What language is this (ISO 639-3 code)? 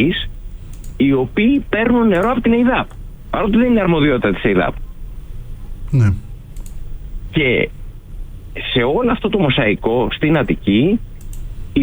ell